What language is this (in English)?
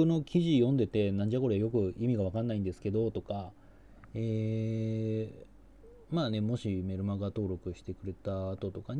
Japanese